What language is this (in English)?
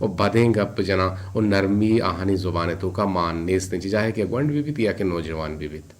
Eastern Balochi